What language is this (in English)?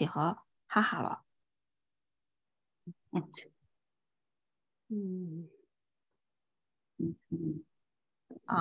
Chinese